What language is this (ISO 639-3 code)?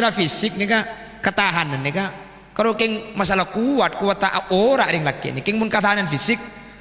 mad